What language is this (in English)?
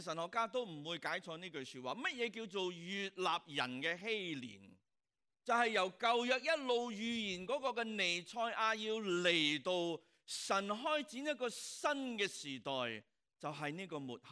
Cantonese